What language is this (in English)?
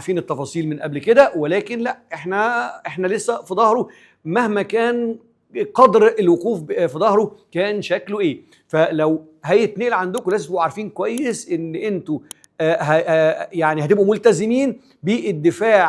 Egyptian Arabic